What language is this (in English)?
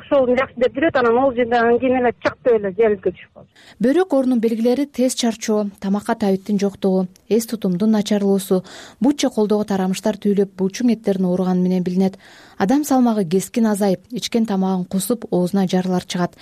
Kyrgyz